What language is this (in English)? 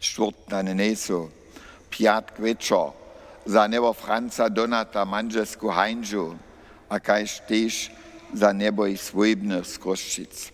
Upper Sorbian